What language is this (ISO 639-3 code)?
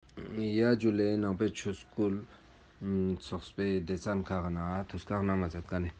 lbj